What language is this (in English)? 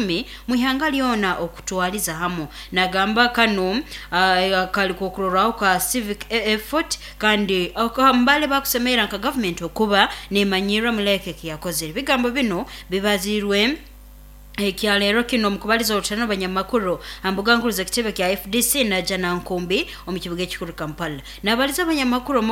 Nyoro